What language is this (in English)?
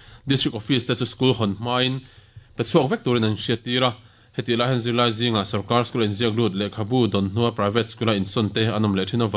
Mizo